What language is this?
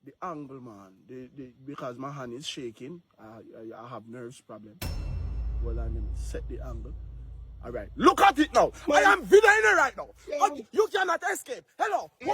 Jamaican Creole English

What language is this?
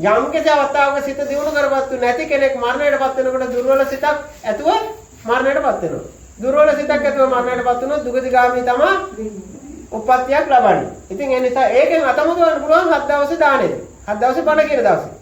Sinhala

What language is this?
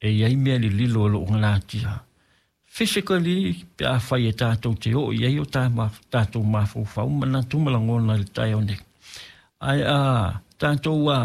Samoan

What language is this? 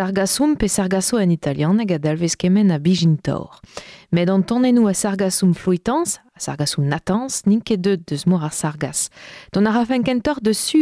Breton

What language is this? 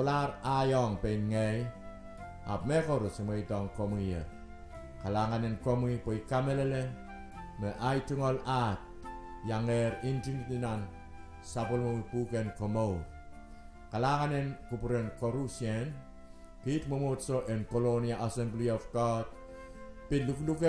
Pohnpeian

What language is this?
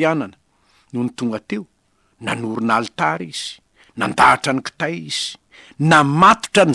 Malagasy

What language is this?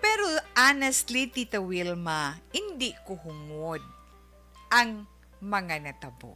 Hiligaynon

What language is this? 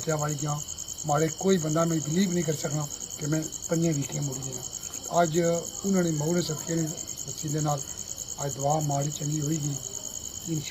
Pahari-Potwari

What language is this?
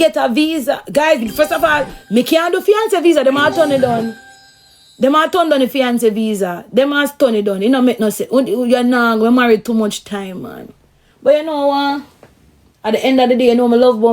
Jamaican Creole English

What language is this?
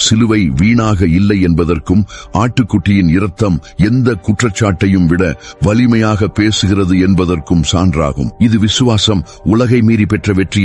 Tamil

